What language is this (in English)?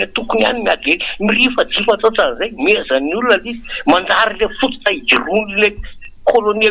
Malagasy